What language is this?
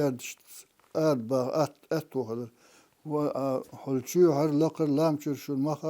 Chechen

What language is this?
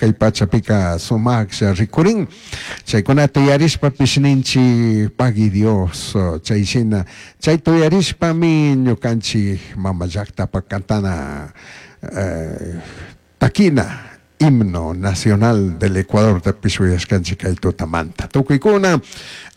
Chimborazo Highland Quichua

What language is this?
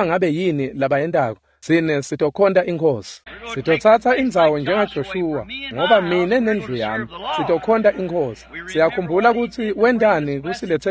Swati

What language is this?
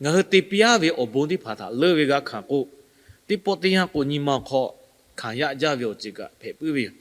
Lahu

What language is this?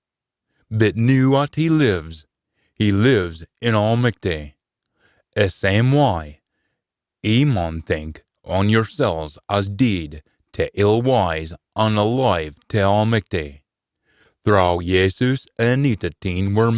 Scots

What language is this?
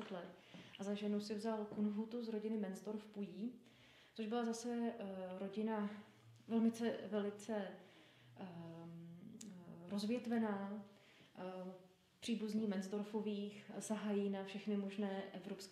Czech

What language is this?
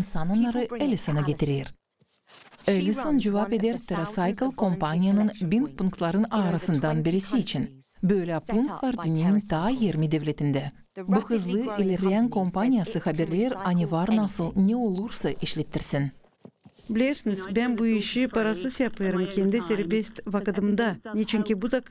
Gagauz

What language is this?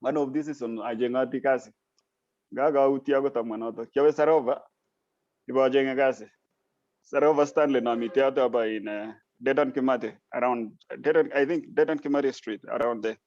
Kalenjin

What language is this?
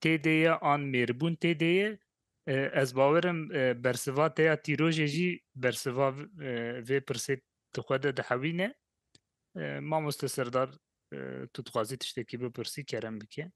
Kurdish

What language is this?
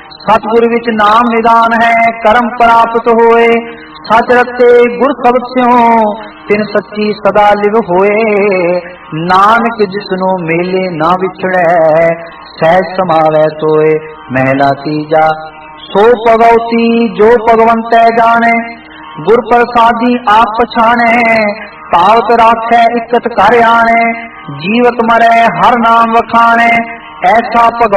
Punjabi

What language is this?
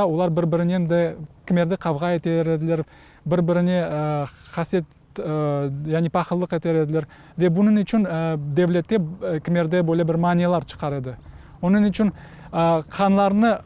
Crimean Tatar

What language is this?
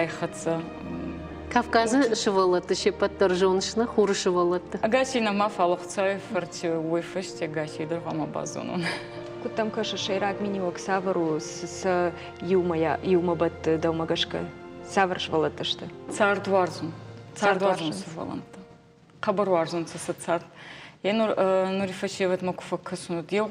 Ossetic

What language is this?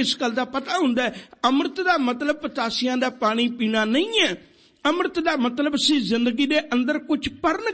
Punjabi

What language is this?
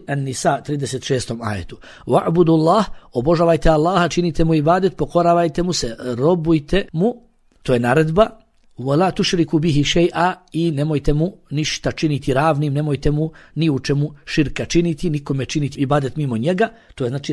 Bosnian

